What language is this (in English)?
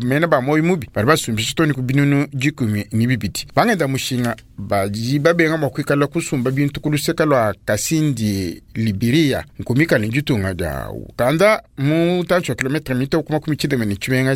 Luba-Lulua